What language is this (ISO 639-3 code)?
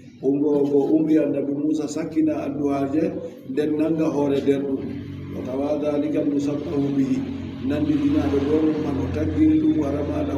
fub